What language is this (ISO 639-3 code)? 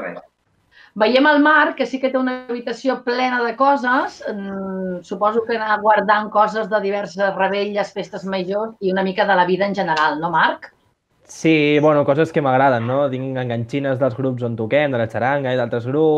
cat